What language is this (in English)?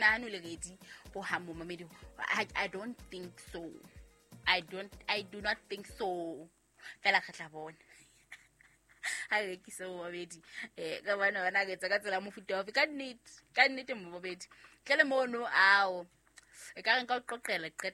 Southern Sotho